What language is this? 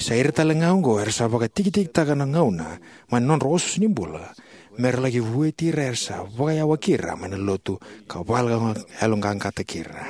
Fijian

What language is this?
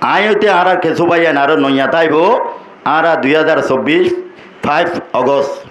Rohingya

